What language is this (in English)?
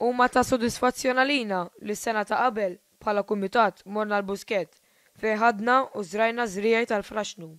Maltese